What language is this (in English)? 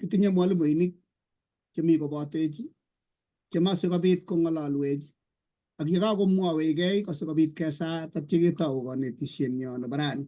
Kalenjin